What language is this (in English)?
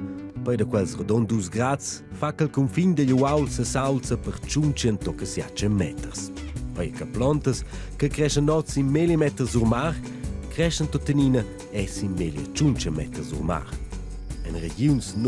Romansh